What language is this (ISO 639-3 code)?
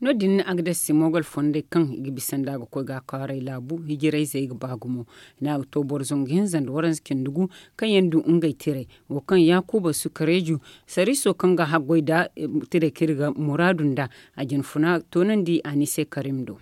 dje